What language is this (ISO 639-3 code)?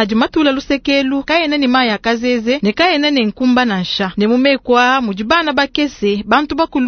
lua